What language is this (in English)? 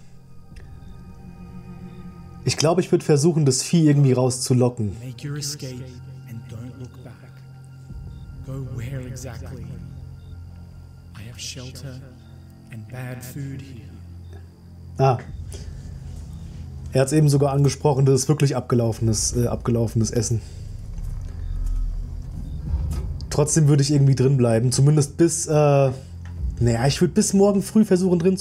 German